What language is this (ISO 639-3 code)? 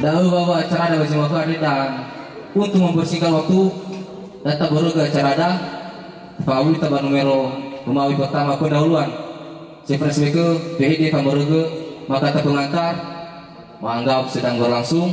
nia